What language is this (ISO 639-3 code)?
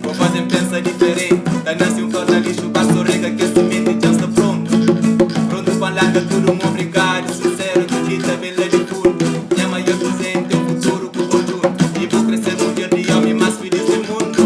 kea